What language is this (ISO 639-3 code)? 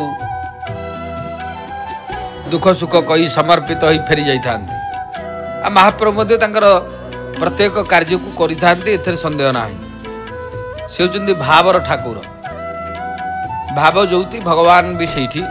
ori